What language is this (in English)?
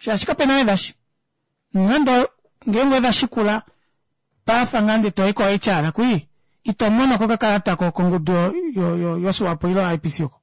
Kuanyama